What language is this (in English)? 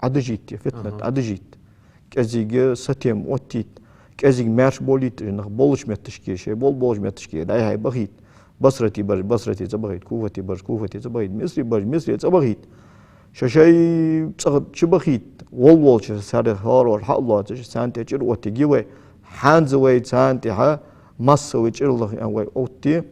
Ingush